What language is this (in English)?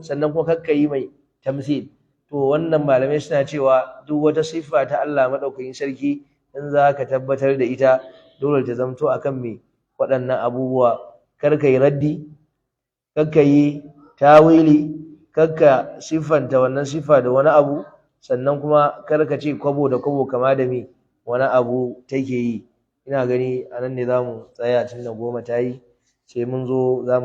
Hausa